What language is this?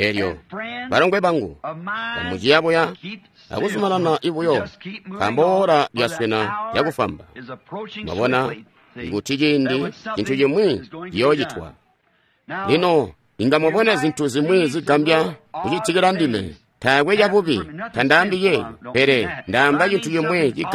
Tonga (Zambia)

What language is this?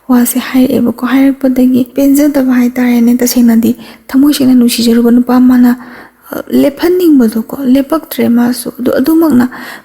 Manipuri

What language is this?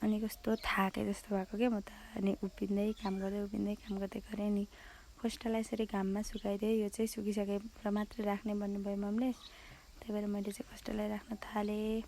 Nepali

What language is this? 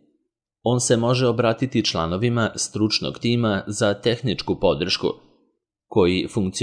Serbian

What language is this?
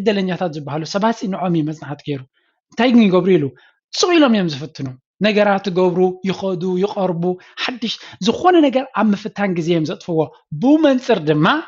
Tigrinya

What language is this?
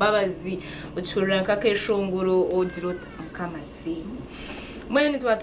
Nyankole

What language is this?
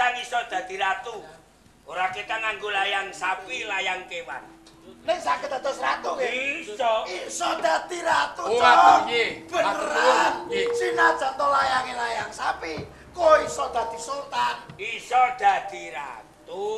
Javanese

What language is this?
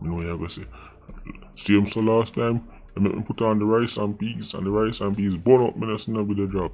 Jamaican Creole English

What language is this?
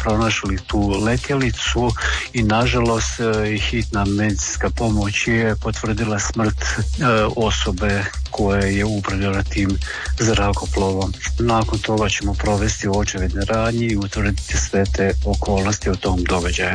Croatian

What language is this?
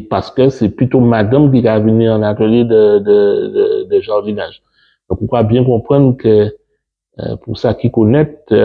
Guadeloupean Creole French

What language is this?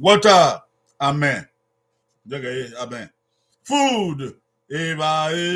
Bini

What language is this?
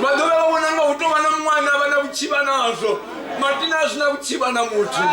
Venda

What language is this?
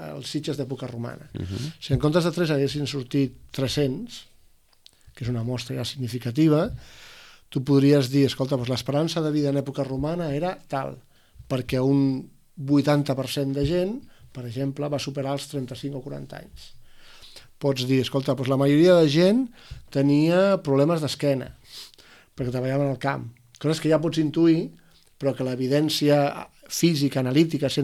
Catalan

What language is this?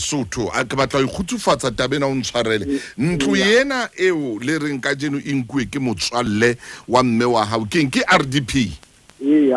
Southern Sotho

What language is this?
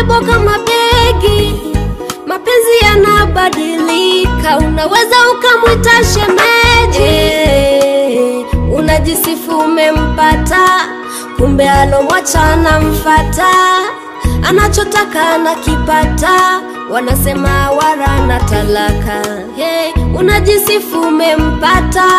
Swahili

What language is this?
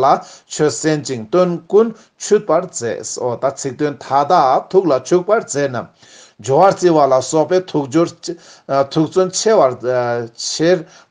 Tibetan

